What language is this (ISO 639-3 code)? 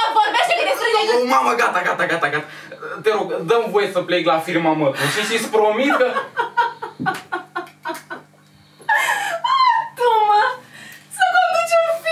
ron